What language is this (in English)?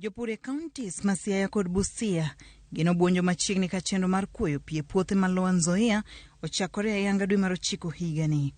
Luo (Kenya and Tanzania)